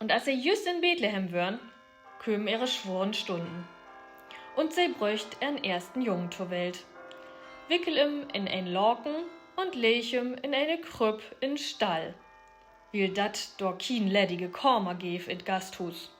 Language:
Low German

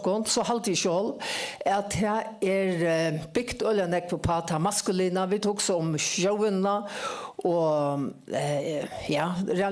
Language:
Faroese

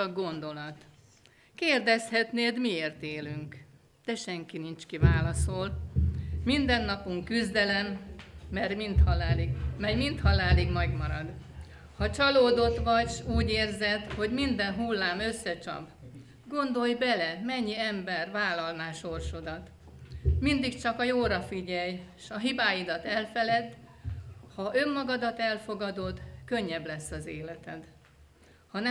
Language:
Hungarian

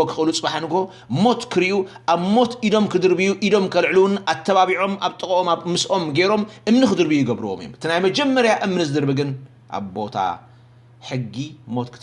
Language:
Tigrinya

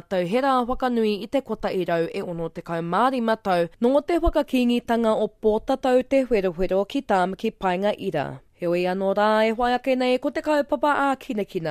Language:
Māori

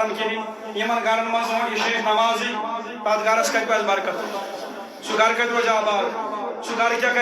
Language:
Kashmiri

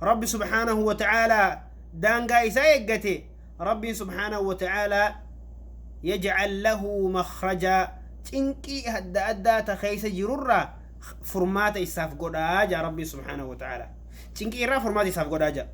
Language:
Oromo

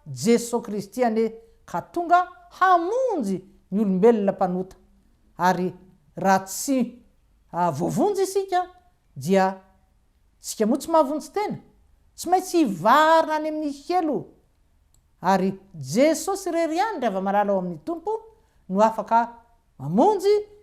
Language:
Malagasy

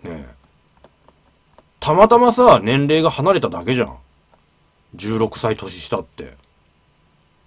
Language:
Japanese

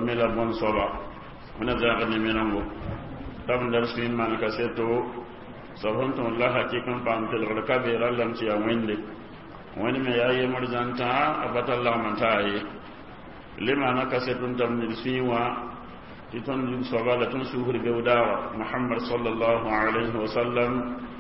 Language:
Mossi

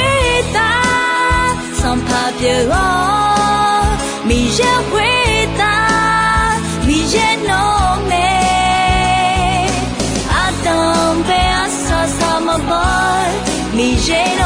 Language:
Akha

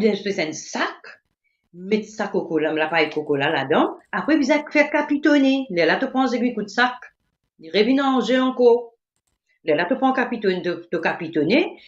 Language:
Morisyen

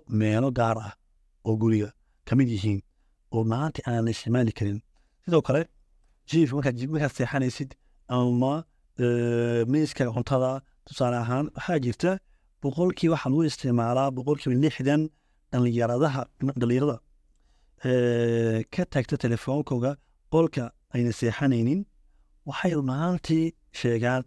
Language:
Somali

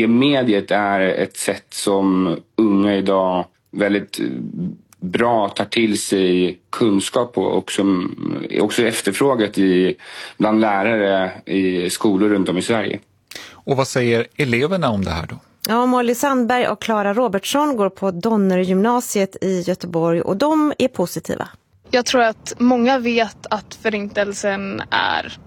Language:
Swedish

